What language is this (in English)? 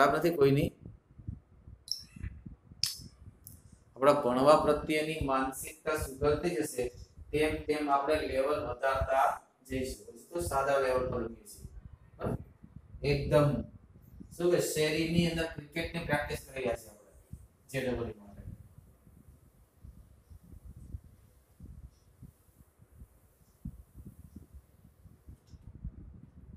Gujarati